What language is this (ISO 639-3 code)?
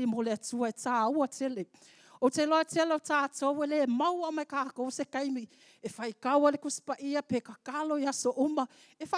smo